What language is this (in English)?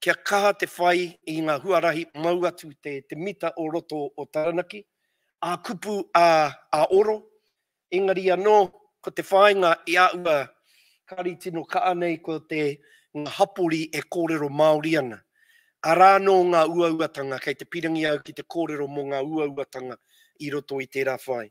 Māori